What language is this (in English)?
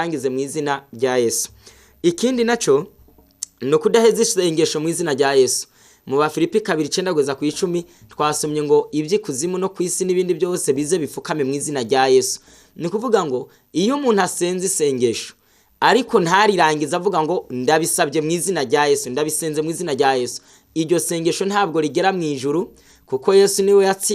Rundi